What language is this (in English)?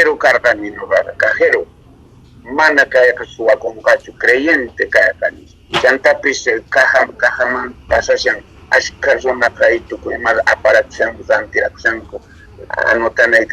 South Bolivian Quechua